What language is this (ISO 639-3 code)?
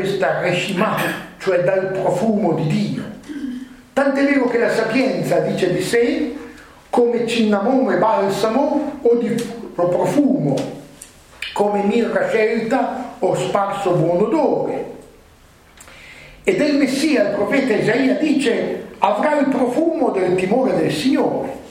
ita